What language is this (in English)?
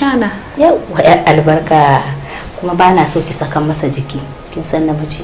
Hausa